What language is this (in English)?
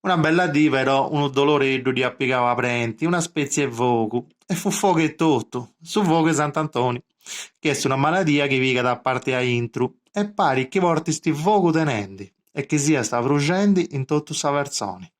Sardinian